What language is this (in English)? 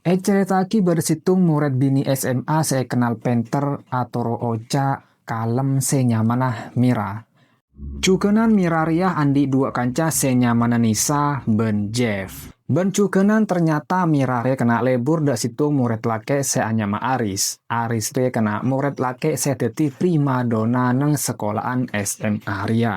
Madurese